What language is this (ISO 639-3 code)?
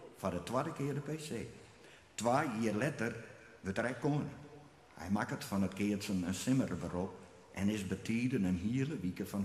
fry